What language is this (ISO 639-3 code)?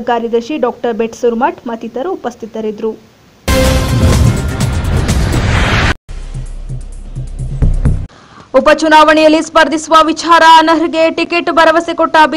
kan